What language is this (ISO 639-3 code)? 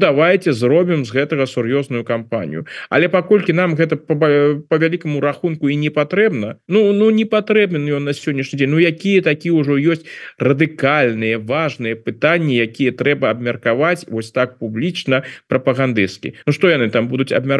bel